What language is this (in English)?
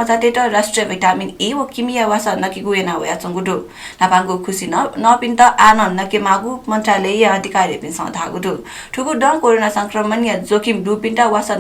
Newari